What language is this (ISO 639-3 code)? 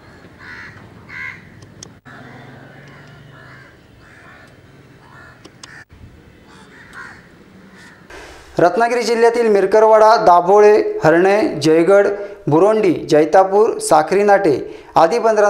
mar